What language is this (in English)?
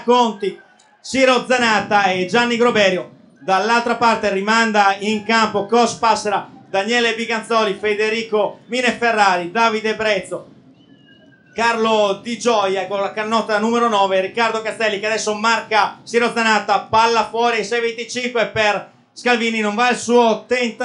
Italian